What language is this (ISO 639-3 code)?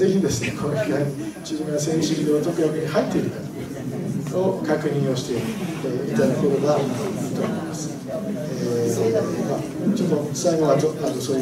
jpn